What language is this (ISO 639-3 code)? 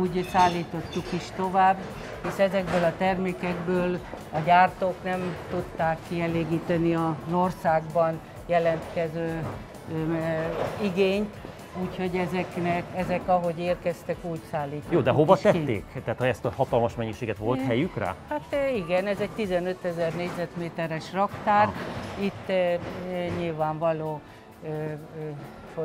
hun